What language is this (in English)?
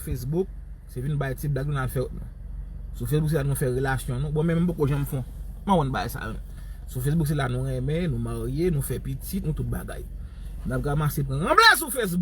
Haitian Creole